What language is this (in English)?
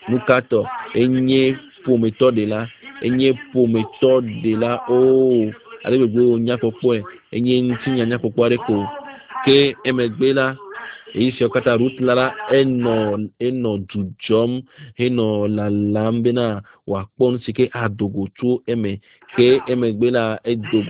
Ewe